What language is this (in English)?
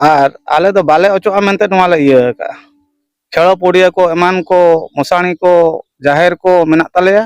Santali